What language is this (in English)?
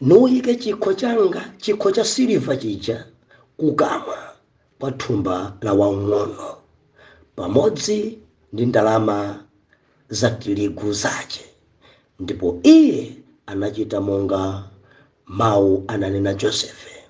Nyanja